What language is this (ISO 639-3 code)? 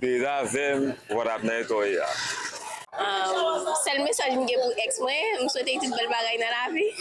hat